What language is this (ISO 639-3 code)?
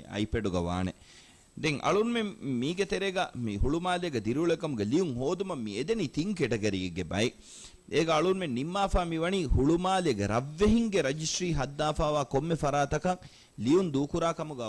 div